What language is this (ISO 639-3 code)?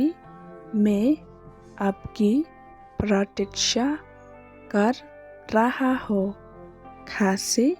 kha